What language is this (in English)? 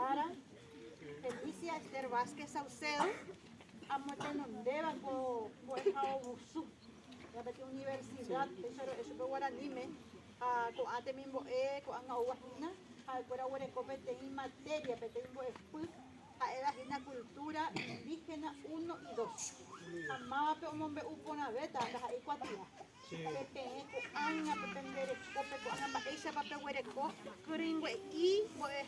Guarani